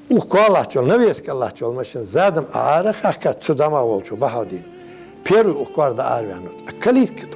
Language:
Ingush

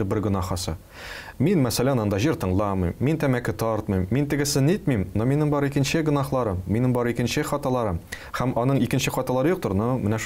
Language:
Tatar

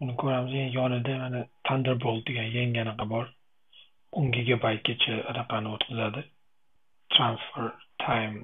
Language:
Uzbek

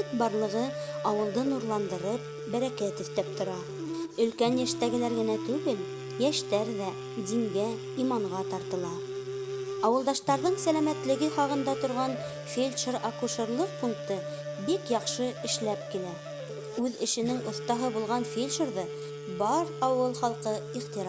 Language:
Bashkir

